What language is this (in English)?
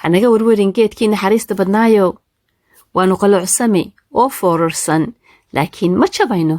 Somali